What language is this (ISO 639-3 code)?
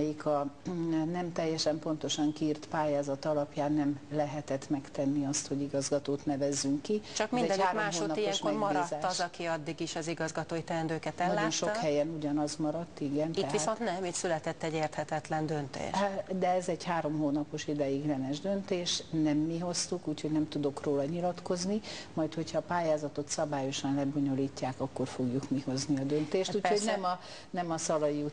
hun